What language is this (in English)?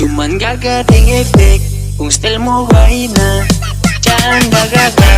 Manado Malay